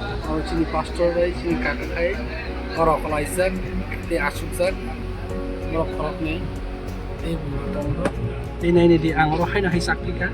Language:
Kok Borok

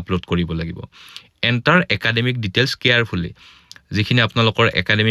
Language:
Assamese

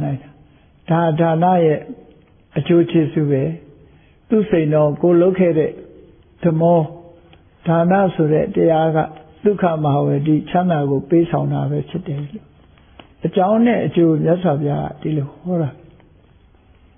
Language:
Burmese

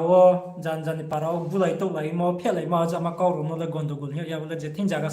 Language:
Riang (India)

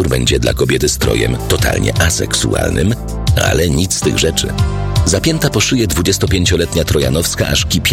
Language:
Polish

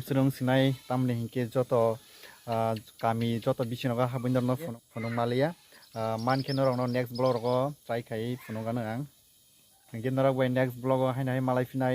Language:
Kok Borok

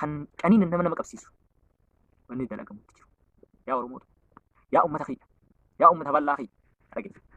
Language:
Oromo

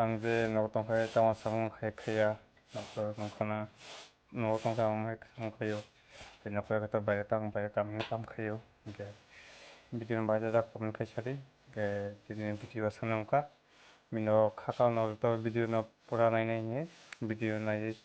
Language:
Kok Borok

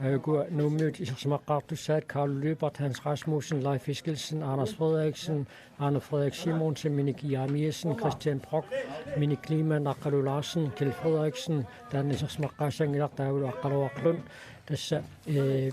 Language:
Kalaallisut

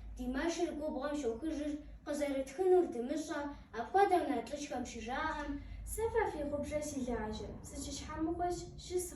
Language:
Kabardian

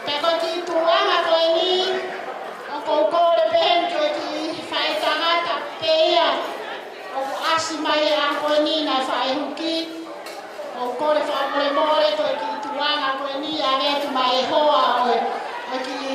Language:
Tongan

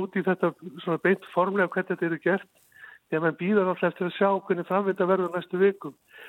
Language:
Icelandic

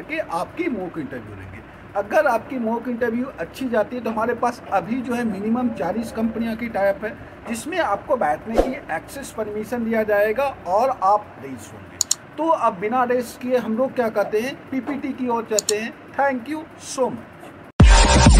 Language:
Hindi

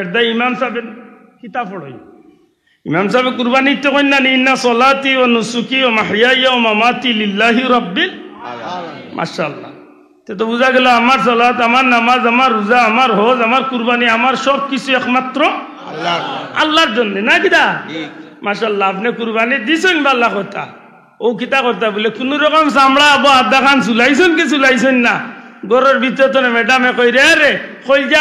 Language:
Sylheti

